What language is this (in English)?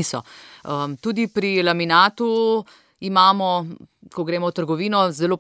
Slovenian